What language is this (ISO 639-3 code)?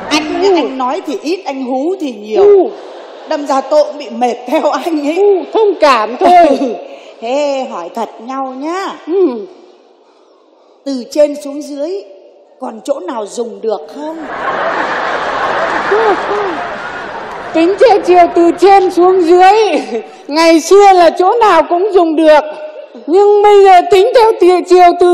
vie